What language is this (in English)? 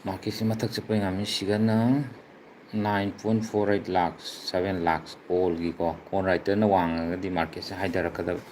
Manipuri